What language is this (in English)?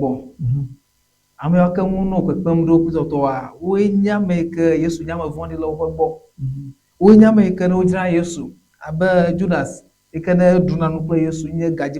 Ewe